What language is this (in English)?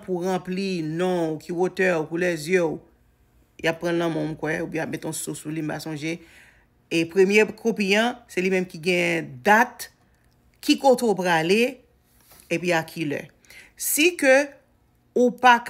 Haitian Creole